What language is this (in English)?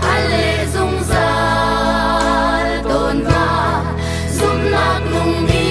Hakha Chin